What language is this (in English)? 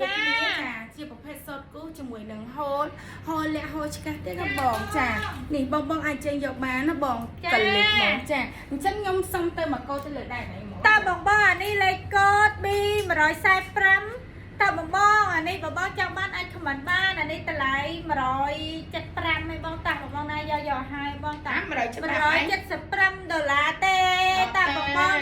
Khmer